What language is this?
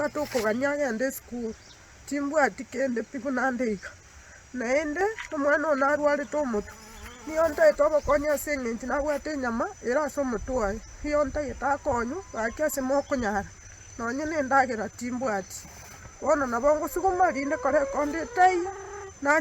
Gusii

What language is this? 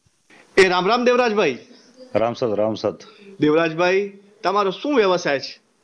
Gujarati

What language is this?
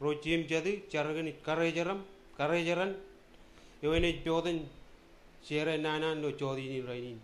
Marshallese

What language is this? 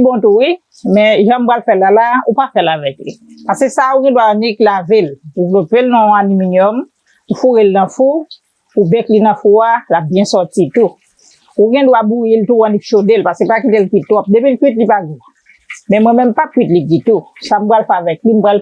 Haitian Creole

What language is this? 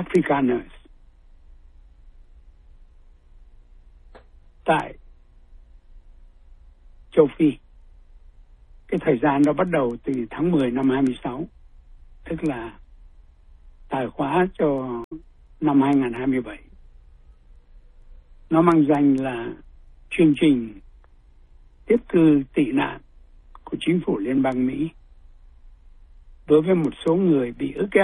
Vietnamese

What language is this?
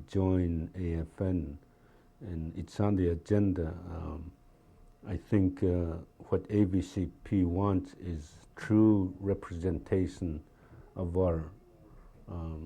Central Yupik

